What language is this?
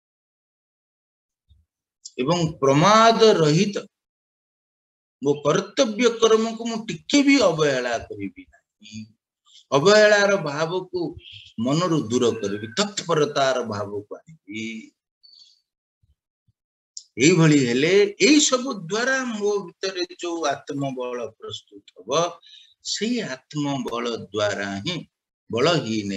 Odia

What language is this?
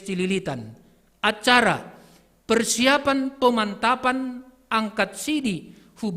Batak Simalungun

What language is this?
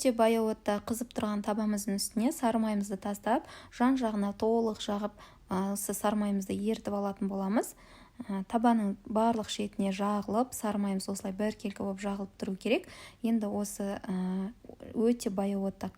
Kazakh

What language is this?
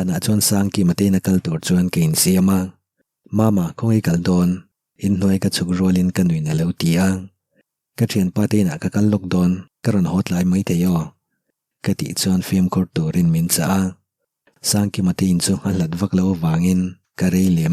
Mizo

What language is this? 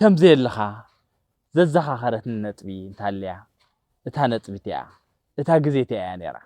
Tigrinya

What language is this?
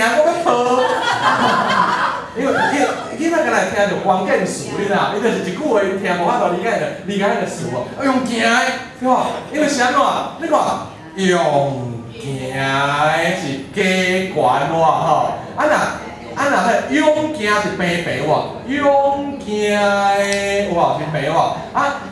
Min Nan Chinese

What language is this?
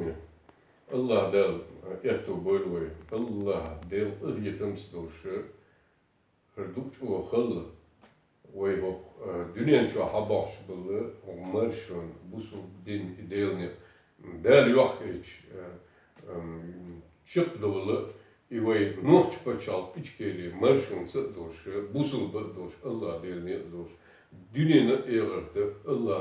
Chechen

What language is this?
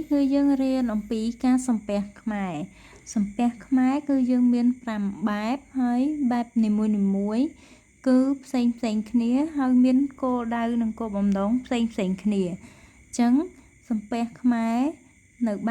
Khmer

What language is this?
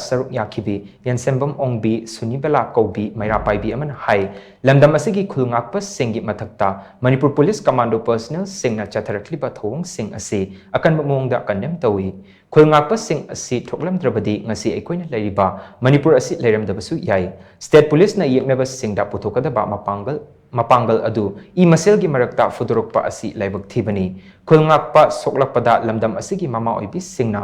Manipuri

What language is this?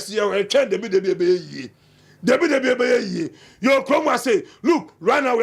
Akan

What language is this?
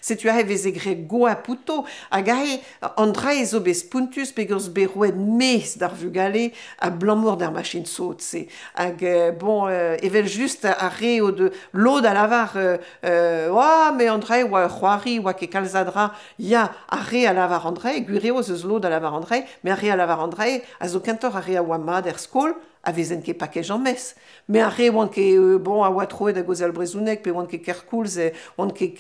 Breton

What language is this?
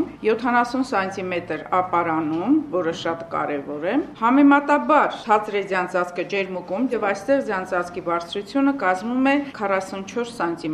Armenian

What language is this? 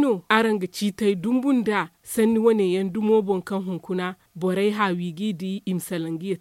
Zarma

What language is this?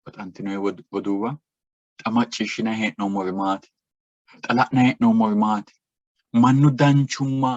Sidamo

